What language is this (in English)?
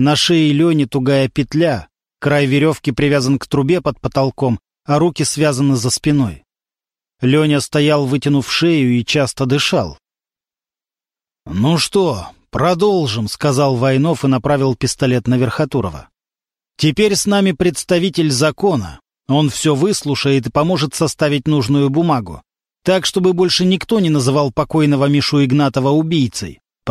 Russian